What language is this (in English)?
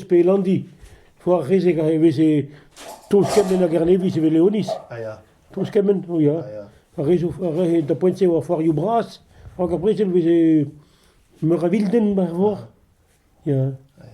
Breton